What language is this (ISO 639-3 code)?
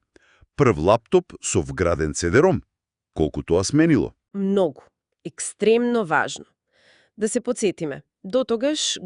mkd